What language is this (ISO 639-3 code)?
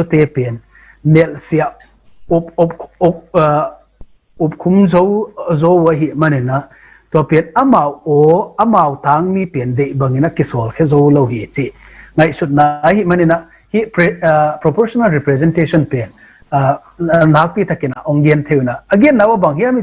ctd